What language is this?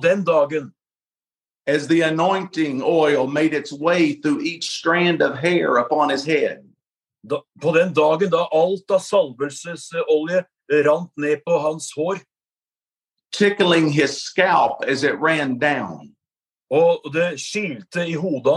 Norwegian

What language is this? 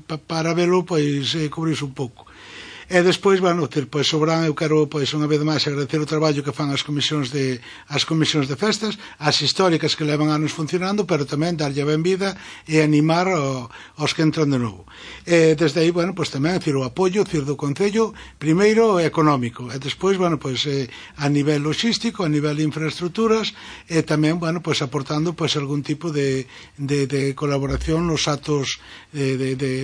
Galician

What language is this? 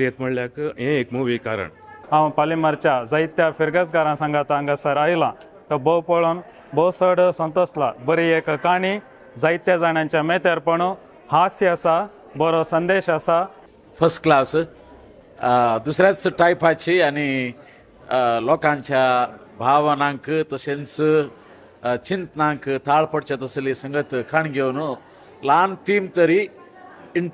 Konkani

